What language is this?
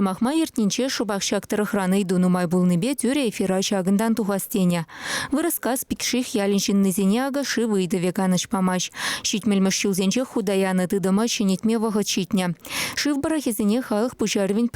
Chuvash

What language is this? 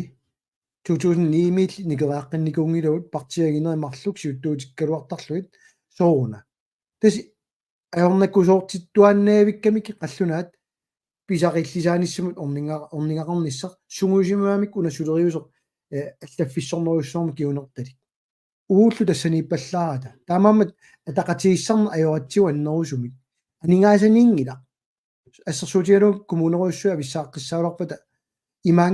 Kalaallisut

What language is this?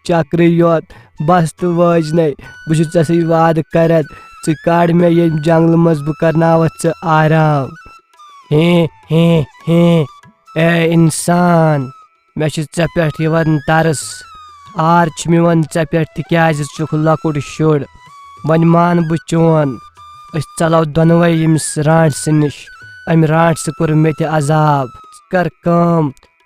Kashmiri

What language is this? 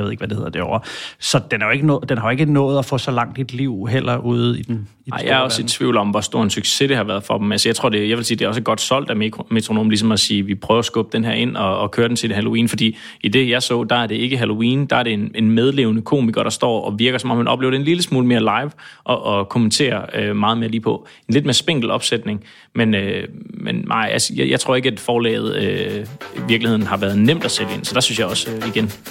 Danish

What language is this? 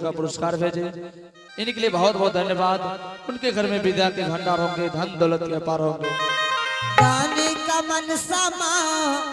Angika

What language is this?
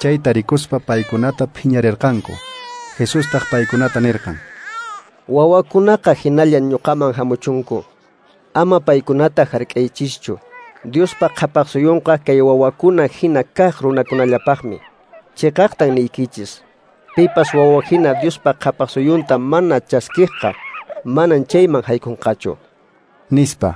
Quechua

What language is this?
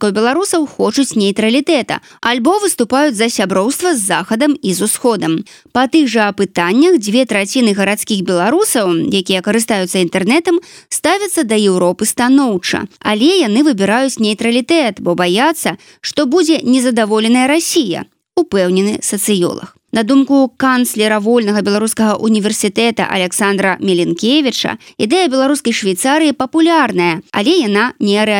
Belarusian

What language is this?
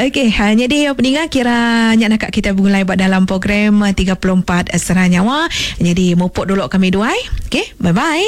Iban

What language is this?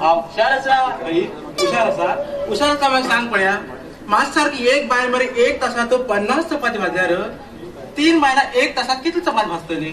Konkani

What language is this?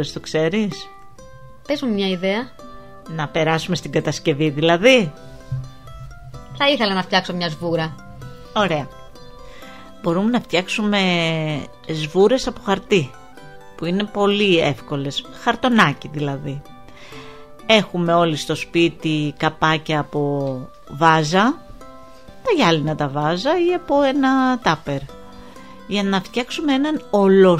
Greek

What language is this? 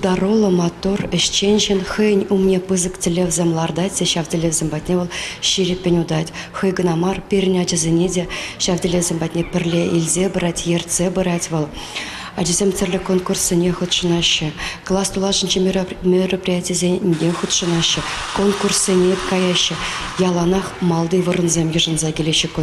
Chuvash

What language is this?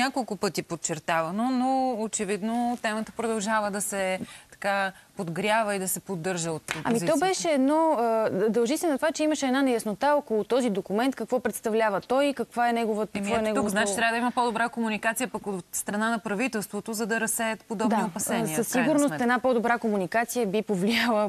Bulgarian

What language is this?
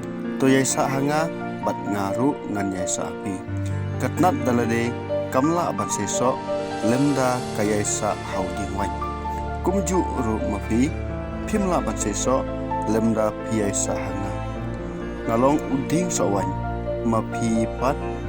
Khasi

